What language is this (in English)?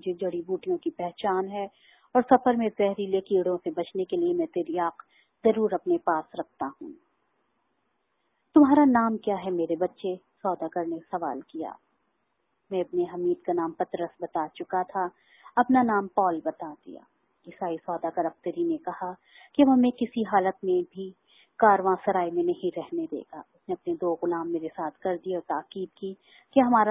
Urdu